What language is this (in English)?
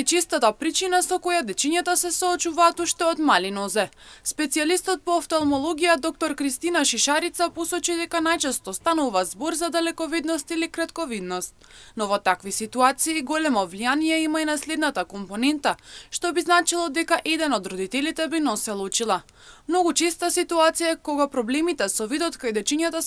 Macedonian